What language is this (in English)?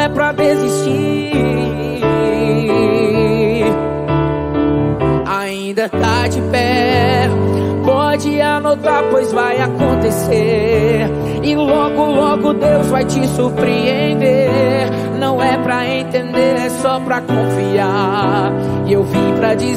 Portuguese